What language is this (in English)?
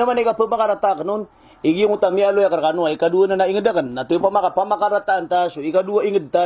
Maranao